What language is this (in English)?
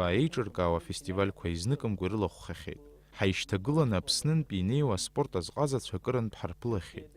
Abkhazian